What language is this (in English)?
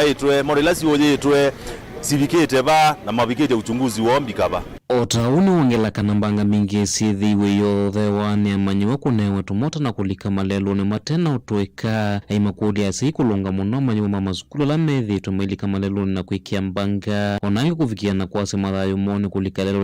Kamba